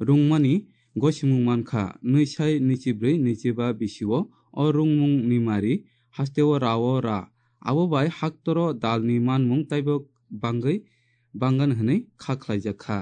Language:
Kok Borok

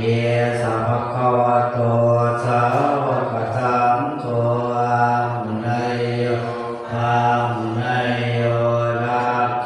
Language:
Pali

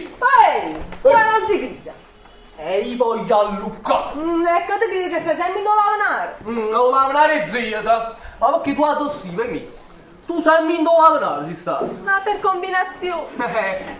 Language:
Neapolitan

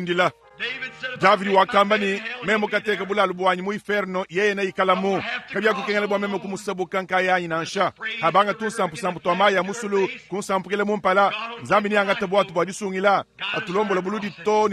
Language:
Luba-Lulua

